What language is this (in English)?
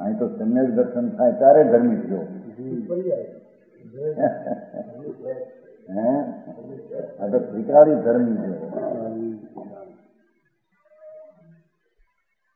Gujarati